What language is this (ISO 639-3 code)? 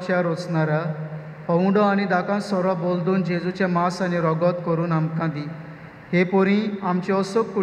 kok